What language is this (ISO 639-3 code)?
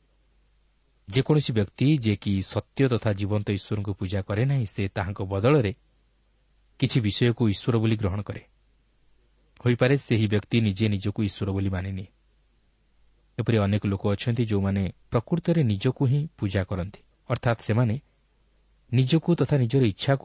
ori